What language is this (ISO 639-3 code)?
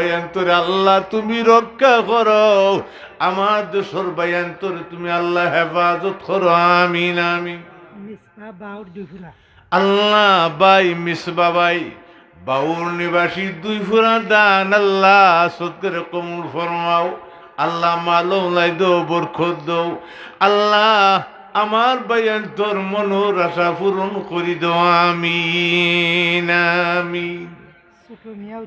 syl